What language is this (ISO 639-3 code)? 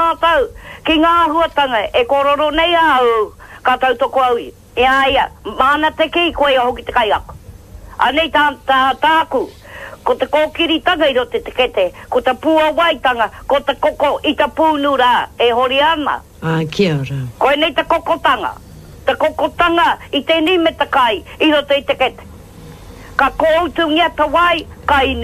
mri